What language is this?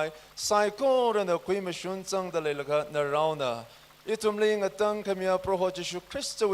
Tangkhul Naga (India)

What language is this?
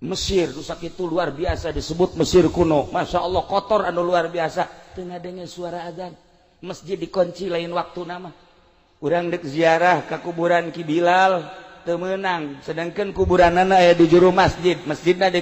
Sundanese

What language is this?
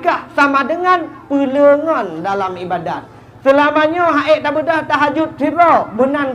Achinese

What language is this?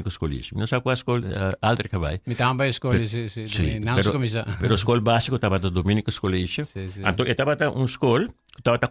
Papiamento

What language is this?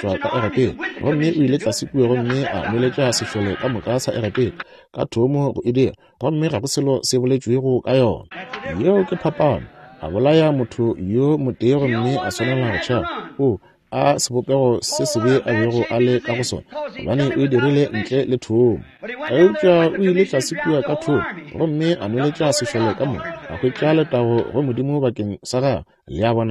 Northern Sotho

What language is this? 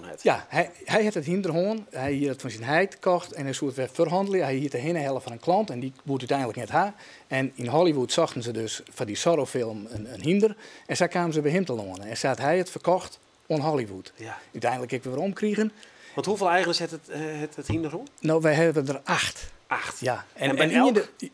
Western Frisian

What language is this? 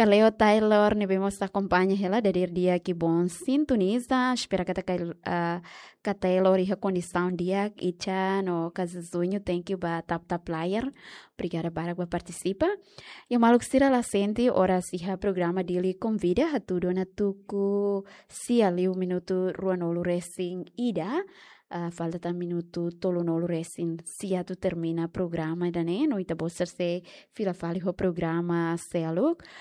Tetum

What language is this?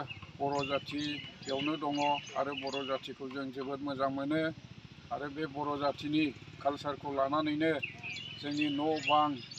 Bodo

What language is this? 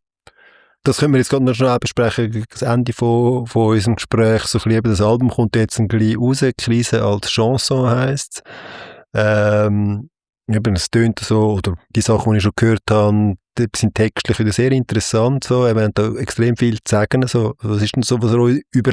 Swiss German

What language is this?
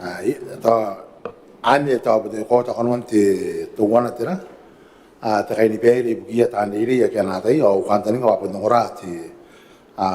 Gilbertese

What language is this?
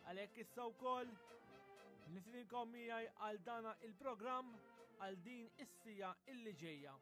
Maltese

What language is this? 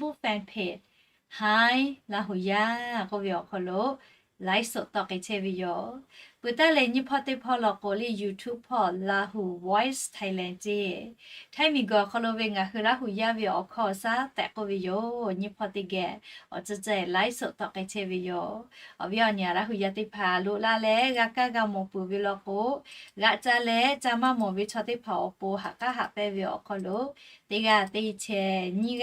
Lahu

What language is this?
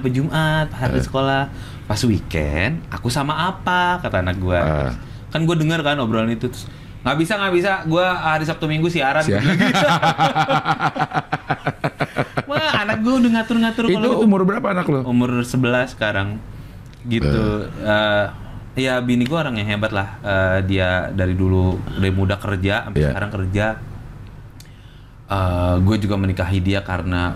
Indonesian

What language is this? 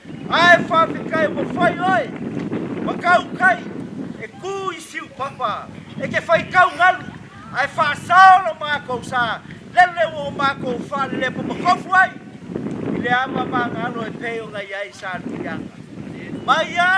Samoan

